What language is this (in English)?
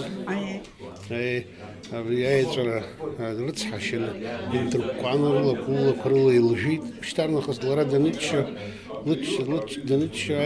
Abkhazian